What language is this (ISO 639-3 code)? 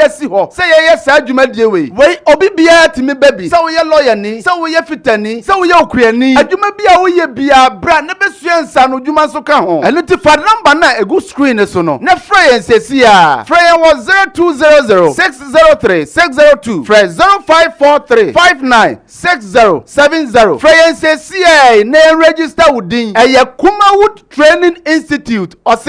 aka